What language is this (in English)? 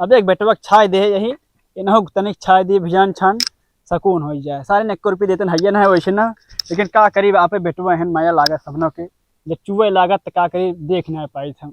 Awadhi